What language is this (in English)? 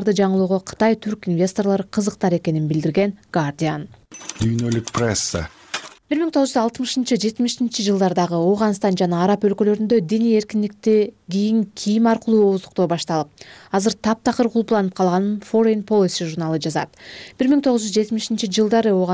Kyrgyz